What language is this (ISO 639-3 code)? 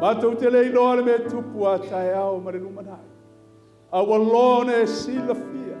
smo